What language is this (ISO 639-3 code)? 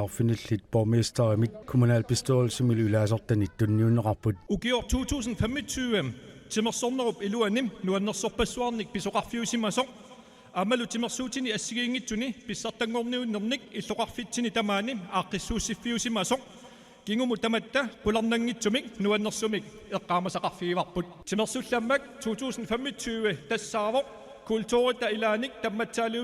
kal